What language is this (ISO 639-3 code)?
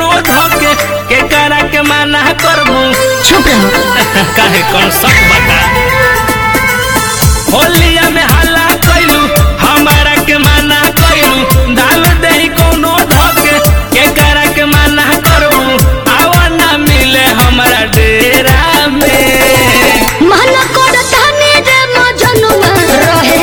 bho